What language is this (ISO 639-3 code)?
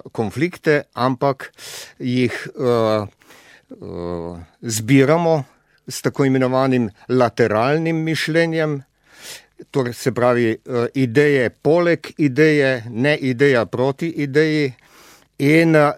slv